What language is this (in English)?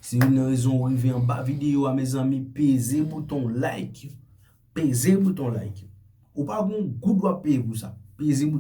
Haitian Creole